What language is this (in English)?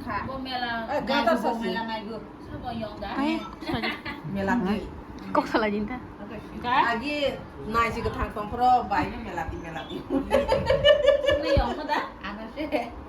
Kok Borok